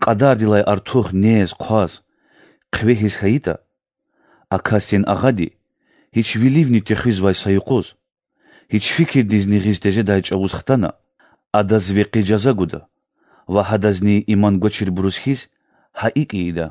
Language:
Lezghian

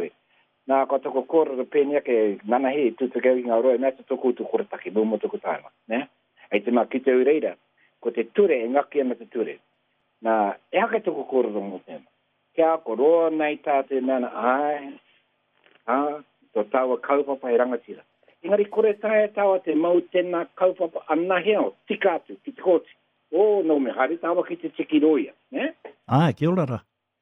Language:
Māori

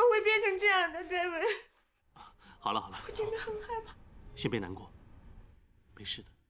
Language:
Chinese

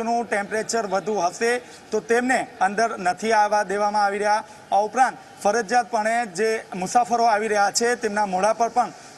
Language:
Gujarati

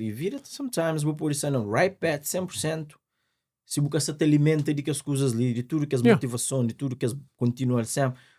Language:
Kabuverdianu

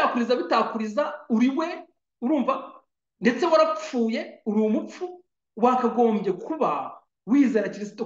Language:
Kinyarwanda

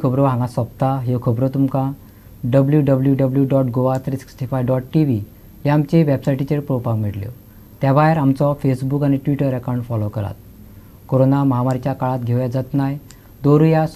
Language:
Konkani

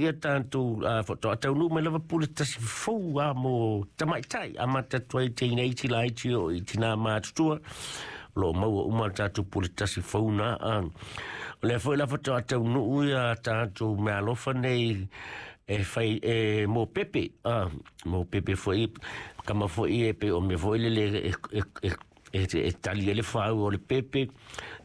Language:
Samoan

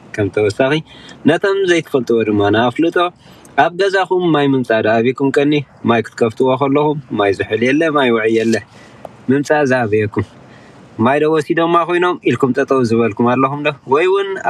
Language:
Tigrinya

